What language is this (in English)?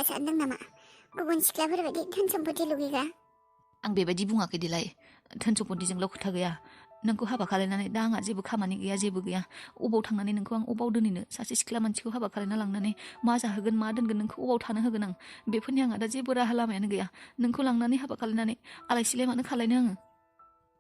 Bodo